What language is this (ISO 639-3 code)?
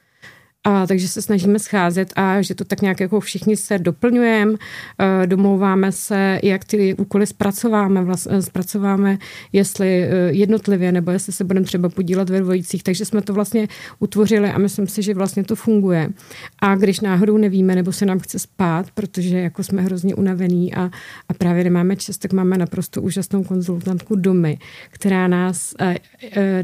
ces